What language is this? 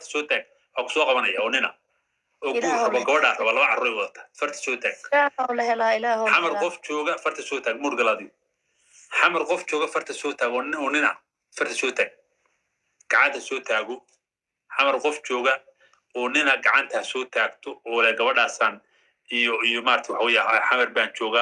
Somali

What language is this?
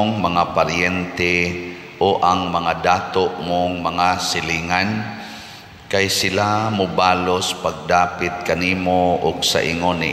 Cebuano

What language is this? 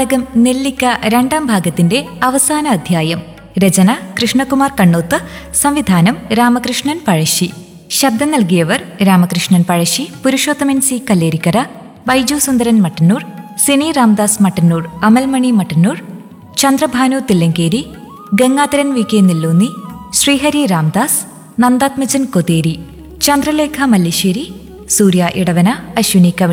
Malayalam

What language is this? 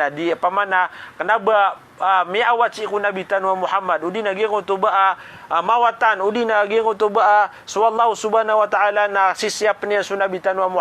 Maranao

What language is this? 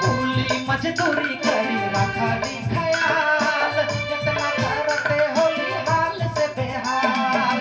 Sadri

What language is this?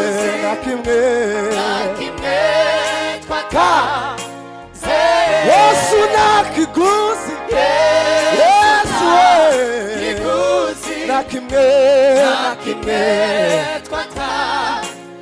Kinyarwanda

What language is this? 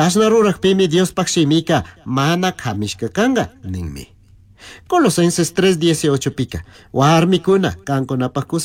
Chimborazo Highland Quichua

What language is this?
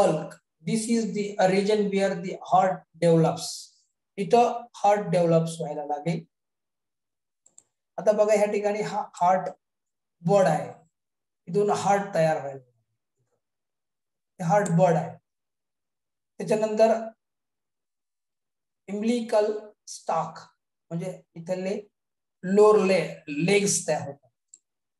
Marathi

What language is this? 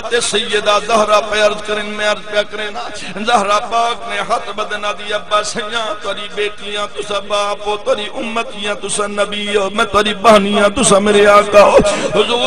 Saraiki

